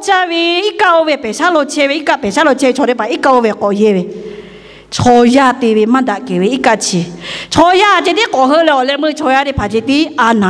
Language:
Lahu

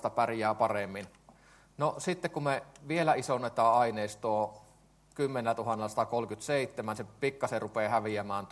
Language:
Finnish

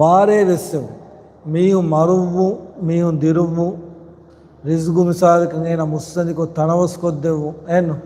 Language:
Divehi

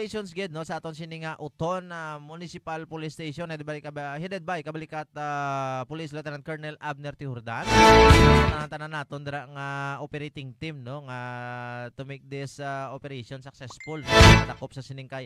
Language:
Hiligaynon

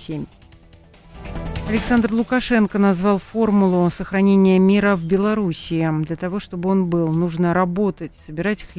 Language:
Russian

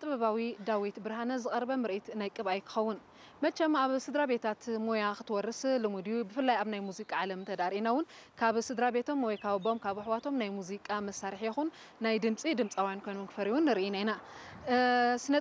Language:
Tigrinya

